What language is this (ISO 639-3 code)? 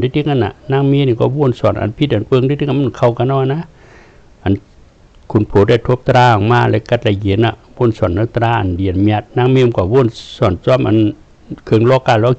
shn